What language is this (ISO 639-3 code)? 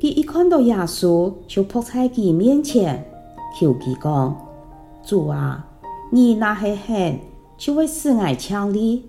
hak